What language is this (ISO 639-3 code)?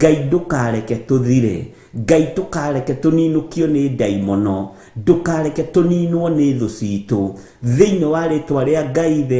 kik